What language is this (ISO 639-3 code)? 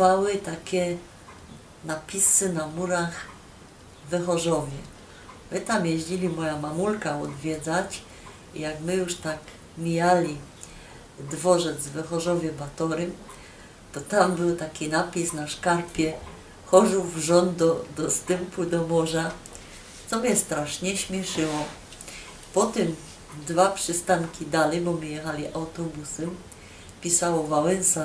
szl